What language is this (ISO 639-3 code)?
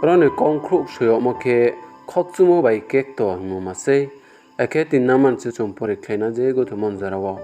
ria